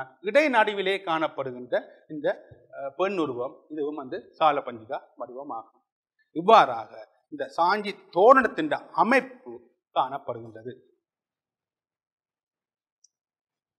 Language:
Tamil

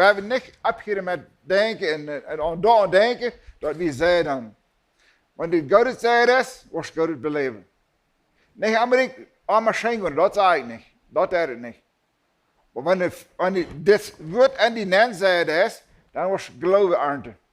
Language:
Plautdietsch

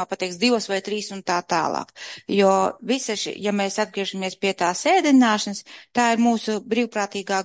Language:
Latvian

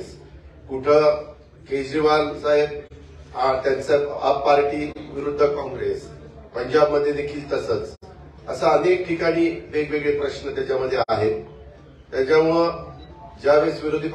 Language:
Marathi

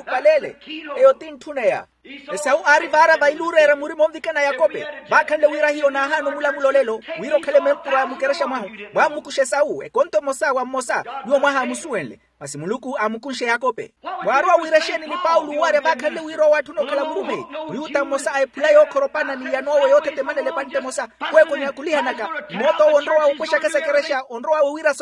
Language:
Makhuwa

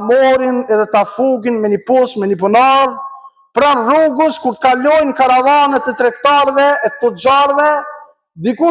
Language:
Albanian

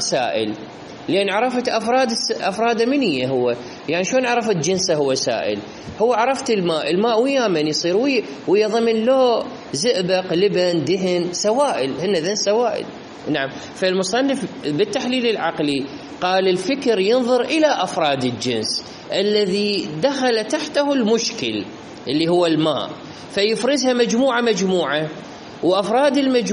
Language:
Mesopotamian Arabic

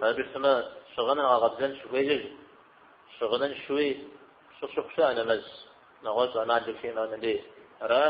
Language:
Kabardian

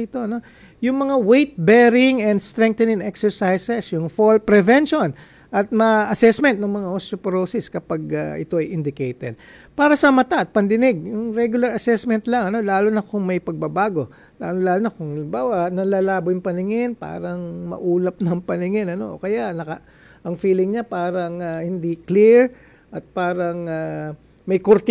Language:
Filipino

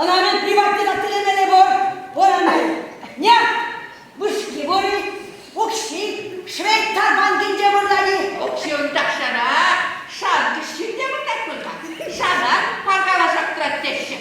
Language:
Chuvash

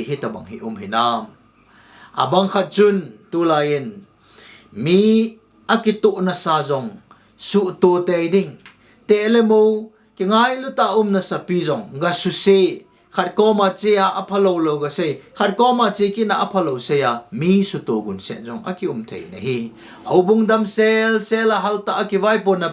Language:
Thado Chin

